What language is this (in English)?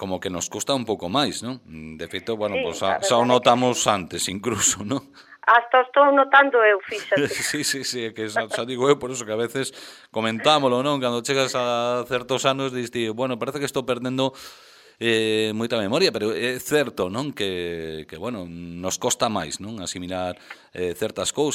Galician